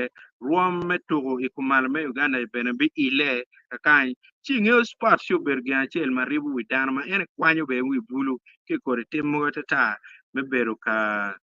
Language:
Acoli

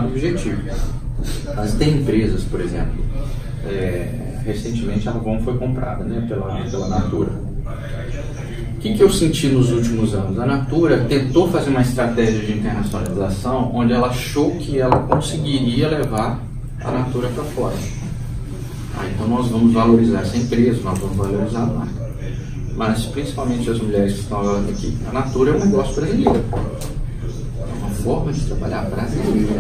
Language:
Portuguese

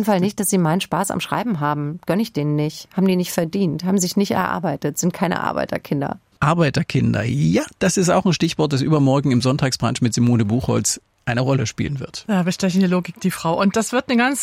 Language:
German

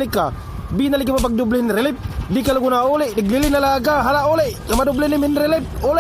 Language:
Waray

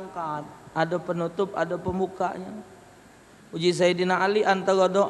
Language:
Musi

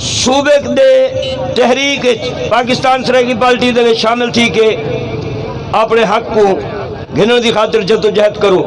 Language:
Saraiki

